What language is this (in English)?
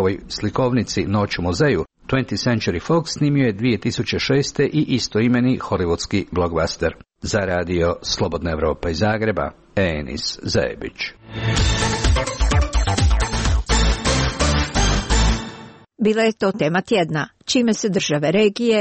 Croatian